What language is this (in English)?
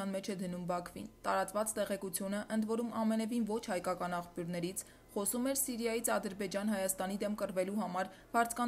Armenian